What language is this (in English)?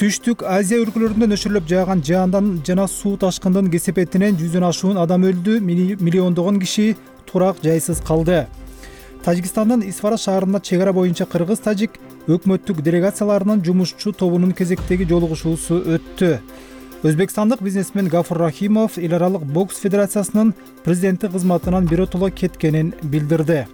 Kyrgyz